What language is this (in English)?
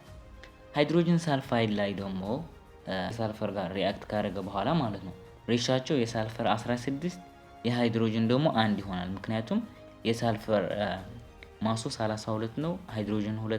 Amharic